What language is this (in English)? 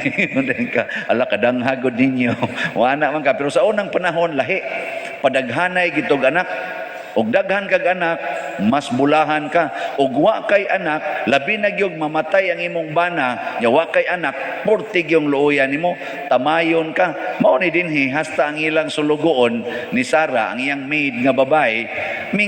Cebuano